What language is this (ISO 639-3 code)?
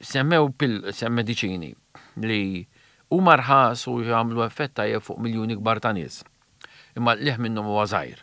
mlt